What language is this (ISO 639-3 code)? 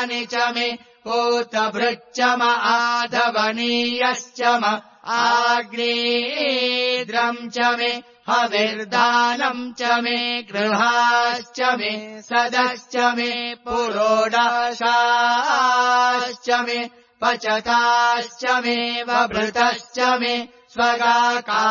san